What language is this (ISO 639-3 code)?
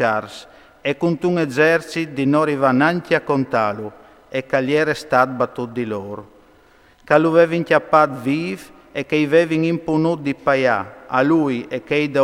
fur